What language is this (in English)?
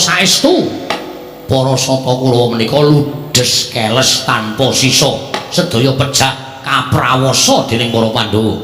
Javanese